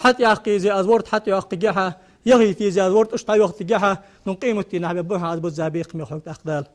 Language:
Ingush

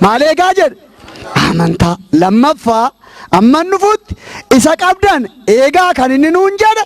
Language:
Oromo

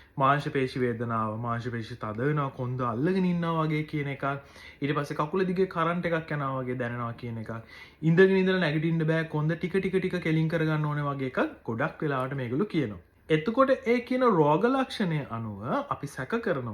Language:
Sinhala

